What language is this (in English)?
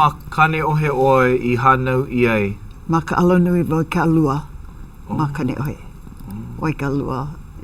Hawaiian